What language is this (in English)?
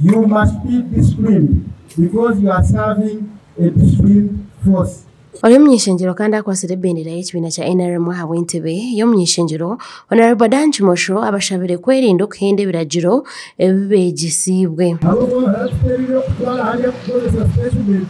Nyankole